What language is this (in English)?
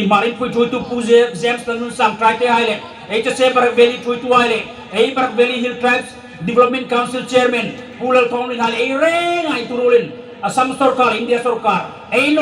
Hmar